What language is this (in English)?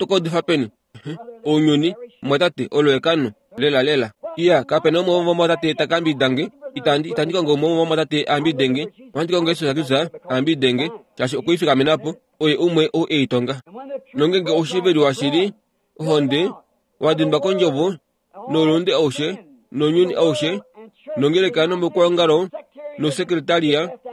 Kuanyama